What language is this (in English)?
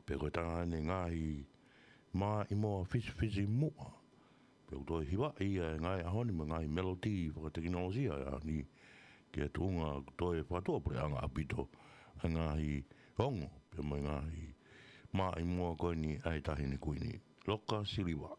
Tongan